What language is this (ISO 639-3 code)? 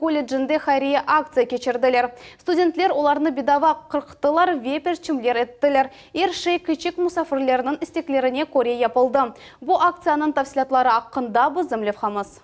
crh